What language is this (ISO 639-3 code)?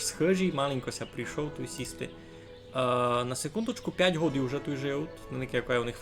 rue